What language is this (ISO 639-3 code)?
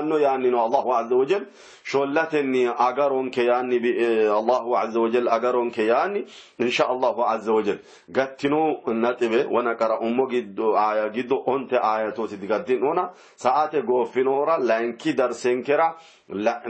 sid